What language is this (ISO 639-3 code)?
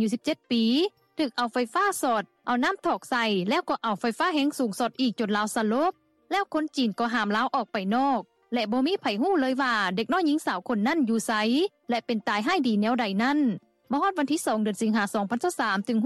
lao